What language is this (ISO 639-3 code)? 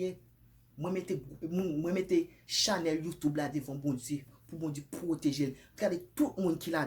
hat